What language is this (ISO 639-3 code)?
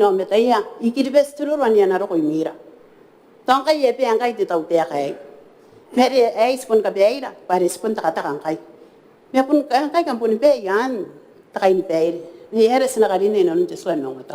gil